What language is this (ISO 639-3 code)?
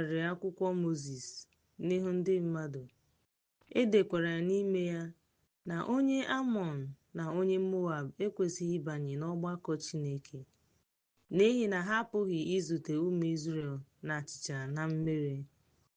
ibo